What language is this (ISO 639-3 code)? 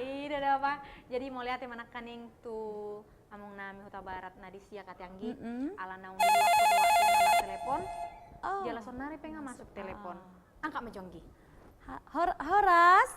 bbc